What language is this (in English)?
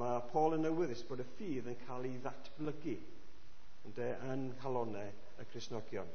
Welsh